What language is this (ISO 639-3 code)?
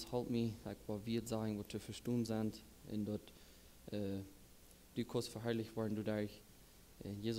pdt